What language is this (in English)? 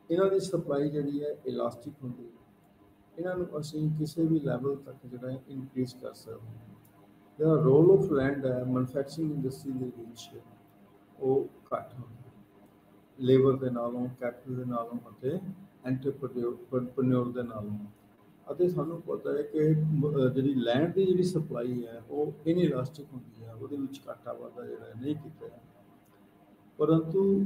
Punjabi